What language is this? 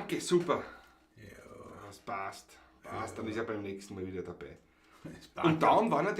Bavarian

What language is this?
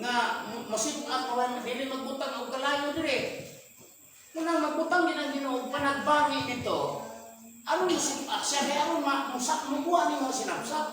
Cebuano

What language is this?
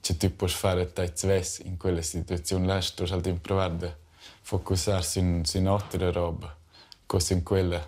Romansh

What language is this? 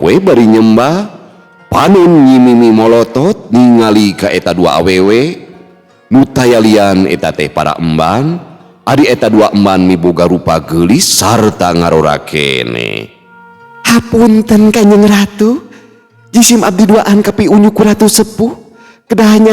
Sundanese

